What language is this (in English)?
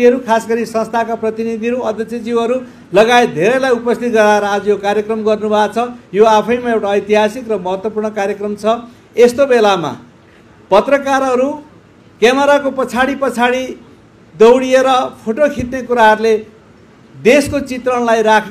Nepali